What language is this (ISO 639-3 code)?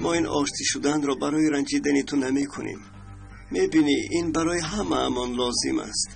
tgk